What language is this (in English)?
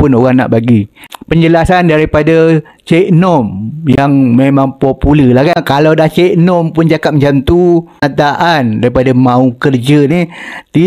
Malay